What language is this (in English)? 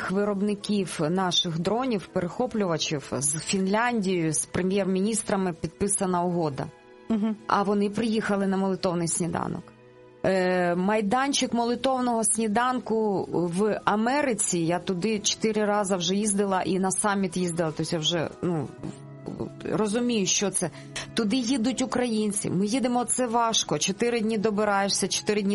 Ukrainian